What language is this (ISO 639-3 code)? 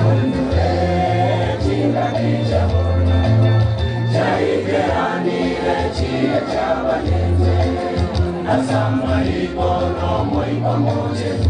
guz